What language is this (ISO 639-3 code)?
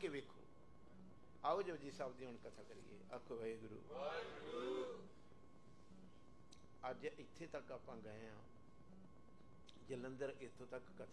pan